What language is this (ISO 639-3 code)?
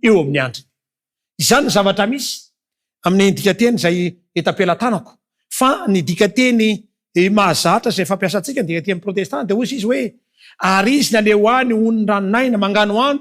mlg